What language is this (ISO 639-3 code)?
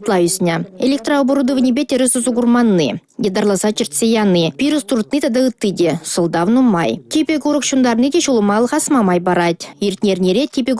chv